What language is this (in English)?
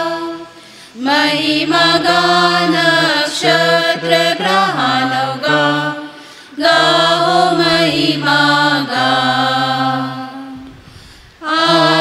Marathi